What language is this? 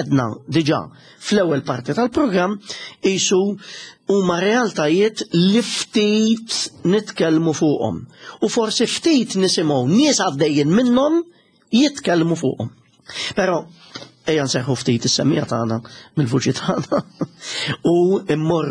Maltese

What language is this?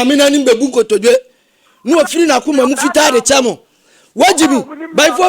Akan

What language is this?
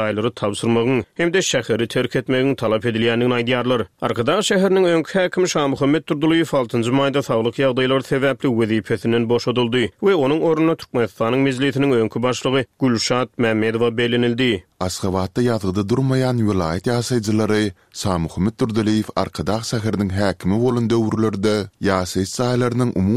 Turkmen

